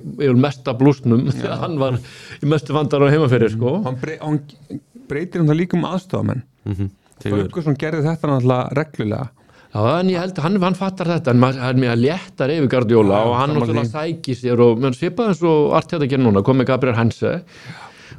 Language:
Icelandic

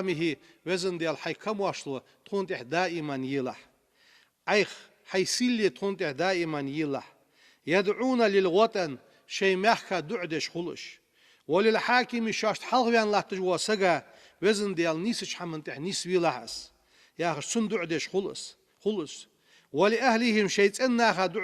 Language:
Ingush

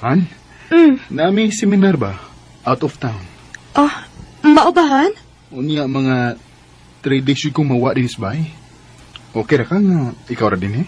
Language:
Cebuano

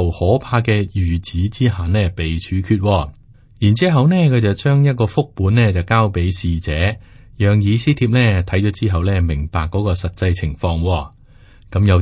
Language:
Cantonese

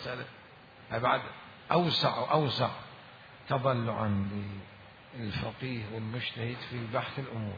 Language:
Mesopotamian Arabic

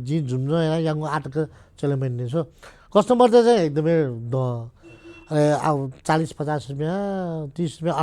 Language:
Newari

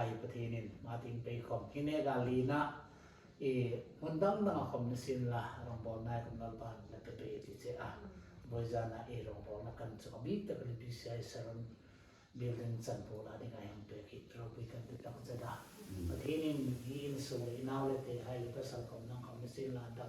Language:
Hmar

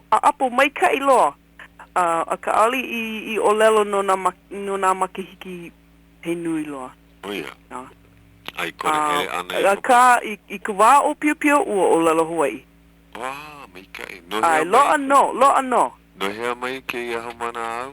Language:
Hawaiian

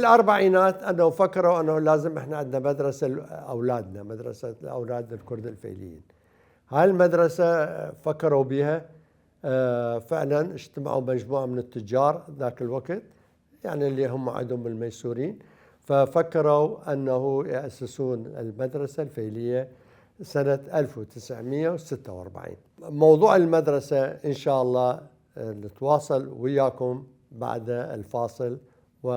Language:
Mesopotamian Arabic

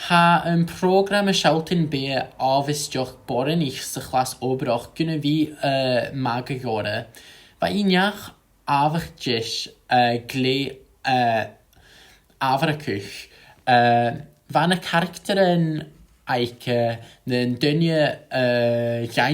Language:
Scottish Gaelic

